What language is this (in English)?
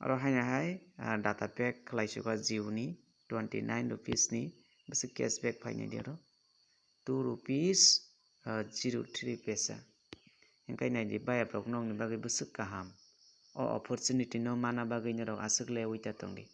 Kok Borok